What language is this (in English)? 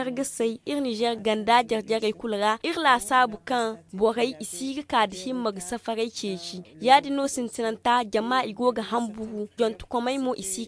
Zarma